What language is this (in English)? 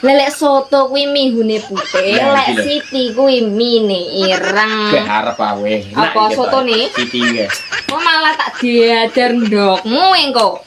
Javanese